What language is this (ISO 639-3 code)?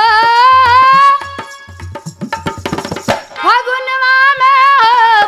bho